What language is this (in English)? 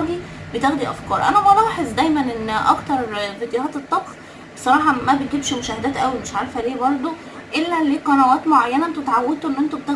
Egyptian Arabic